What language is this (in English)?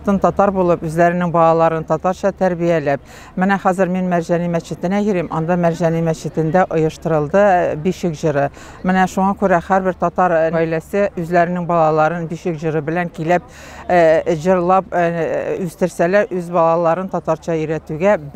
Tatar